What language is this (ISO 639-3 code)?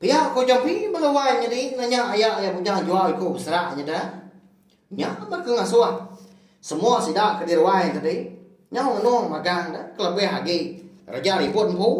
iba